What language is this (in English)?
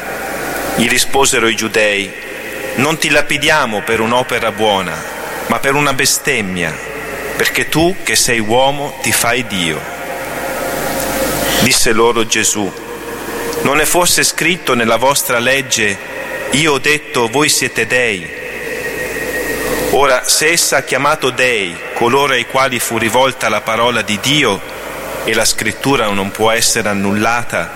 Italian